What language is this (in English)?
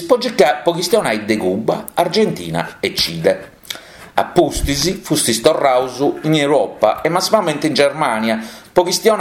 Sardinian